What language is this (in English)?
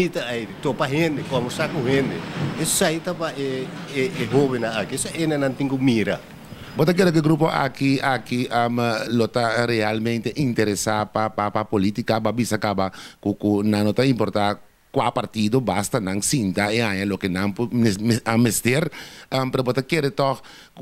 Papiamento